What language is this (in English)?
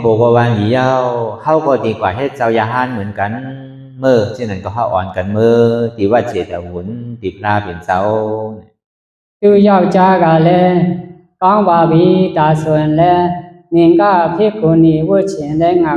Shan